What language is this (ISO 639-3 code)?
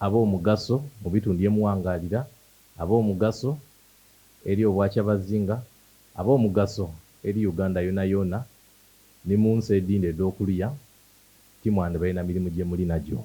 xog